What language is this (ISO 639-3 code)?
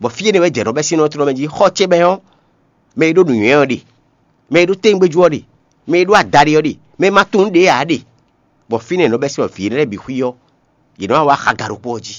fon